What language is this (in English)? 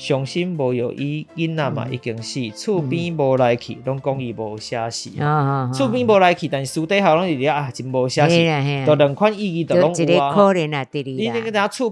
Min Nan Chinese